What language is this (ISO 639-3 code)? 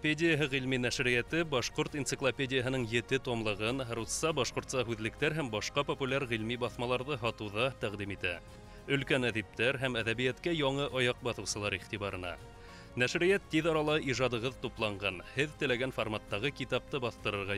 bak